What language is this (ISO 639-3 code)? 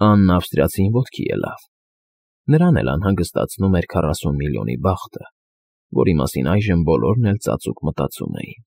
hye